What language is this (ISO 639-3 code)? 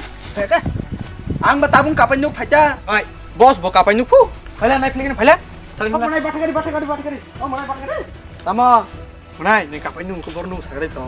trp